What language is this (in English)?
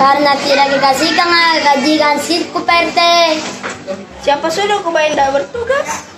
Buginese